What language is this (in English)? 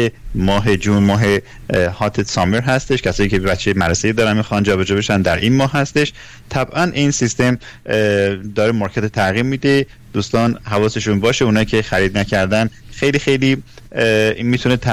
Persian